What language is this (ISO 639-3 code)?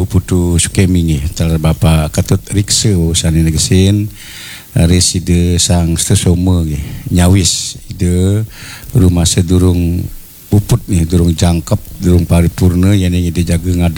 ban